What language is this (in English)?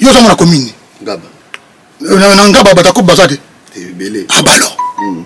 Lingala